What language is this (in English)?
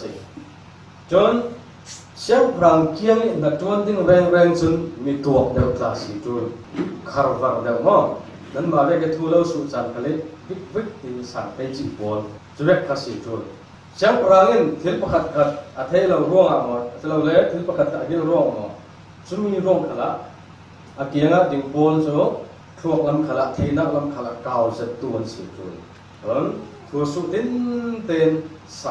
Falam Chin